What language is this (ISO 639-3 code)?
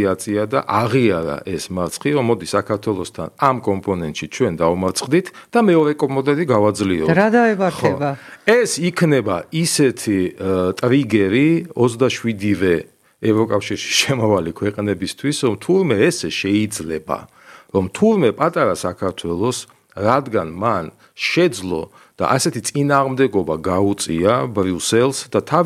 kat